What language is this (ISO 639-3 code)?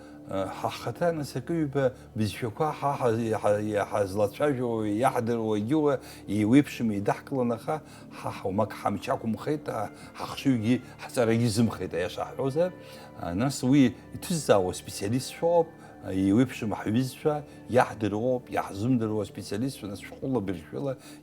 abk